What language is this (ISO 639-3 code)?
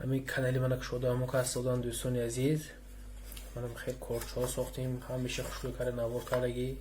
tgk